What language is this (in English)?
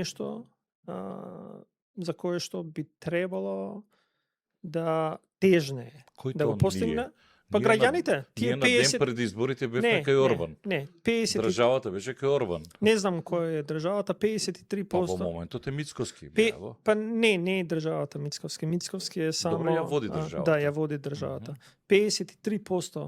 Macedonian